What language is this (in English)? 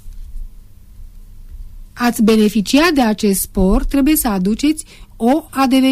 Romanian